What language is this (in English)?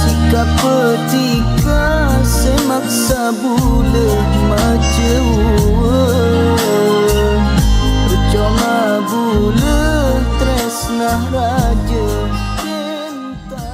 Madurese